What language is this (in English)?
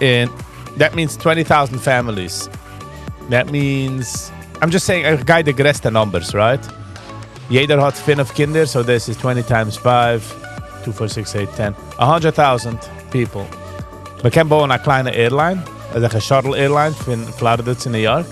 Yiddish